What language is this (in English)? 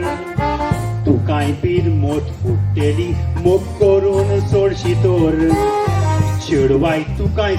Konkani